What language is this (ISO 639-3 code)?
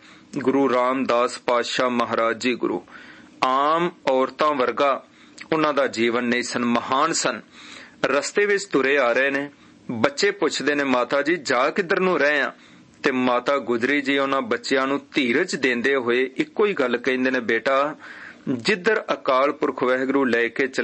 pan